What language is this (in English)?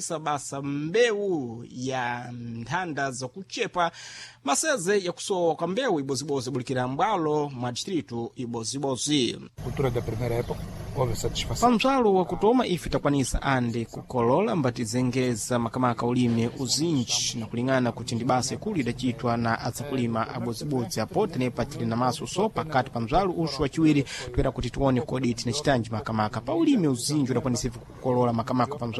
Sena